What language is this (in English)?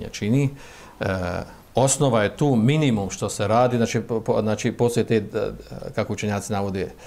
Bosnian